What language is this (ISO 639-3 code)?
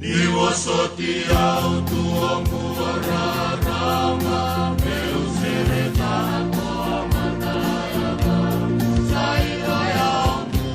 fij